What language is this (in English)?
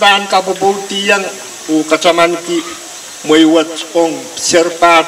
Pohnpeian